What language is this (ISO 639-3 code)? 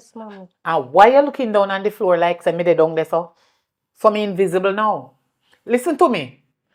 jam